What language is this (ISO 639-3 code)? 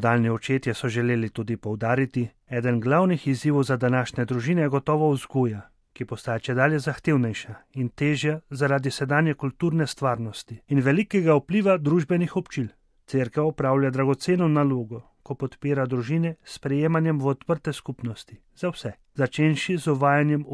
slv